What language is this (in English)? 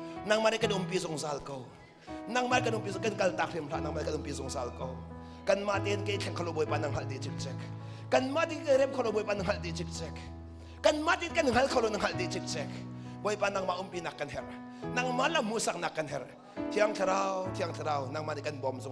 Hakha Chin